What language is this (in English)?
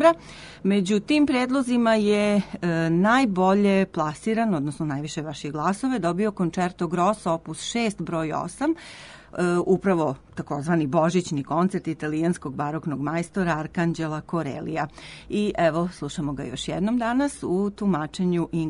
Serbian